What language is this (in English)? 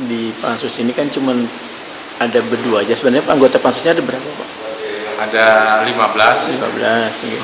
Banjar